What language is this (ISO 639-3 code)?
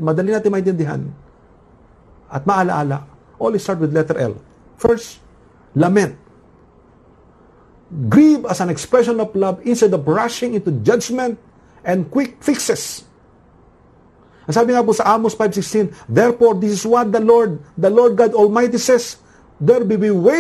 fil